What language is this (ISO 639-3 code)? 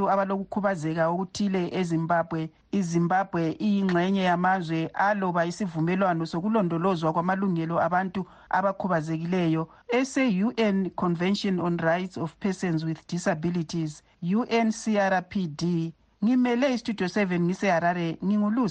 nde